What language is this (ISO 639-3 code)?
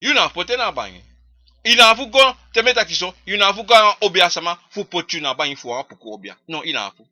srn